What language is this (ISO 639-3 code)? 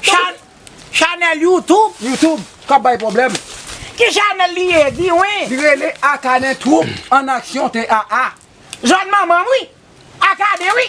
hat